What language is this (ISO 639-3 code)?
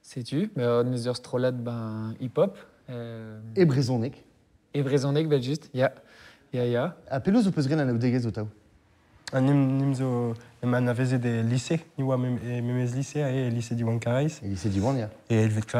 bre